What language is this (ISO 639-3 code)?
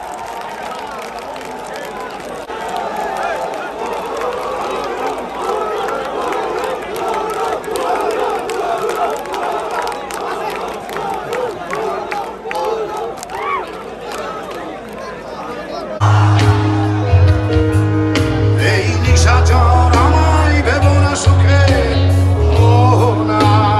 ben